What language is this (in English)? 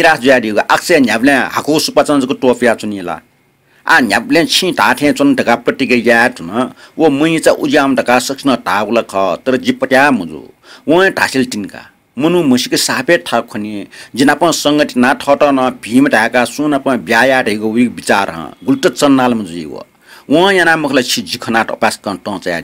Newari